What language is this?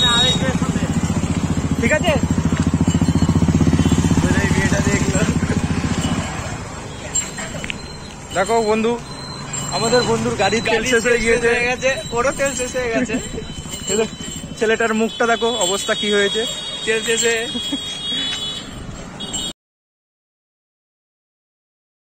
Bangla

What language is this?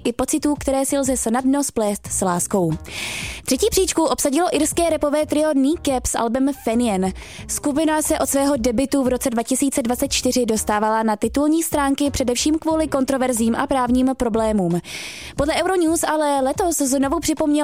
Czech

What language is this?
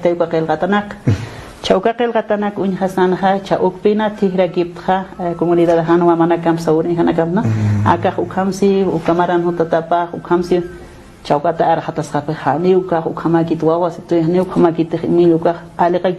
Aymara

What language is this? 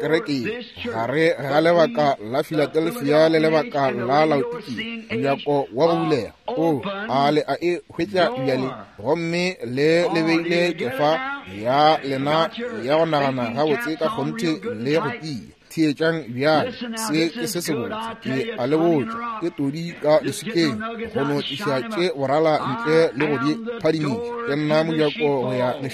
Northern Sotho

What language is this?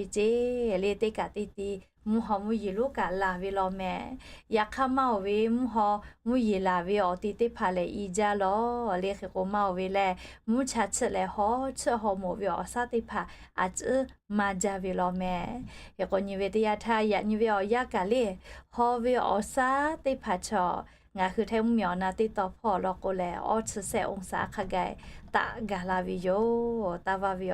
Lahu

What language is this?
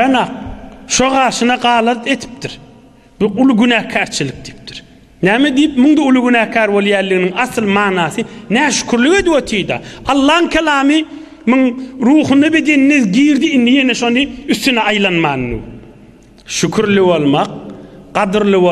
Turkmen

